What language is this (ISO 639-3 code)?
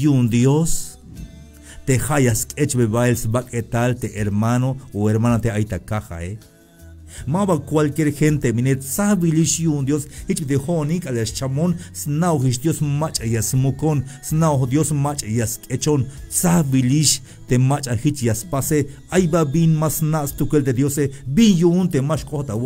tzh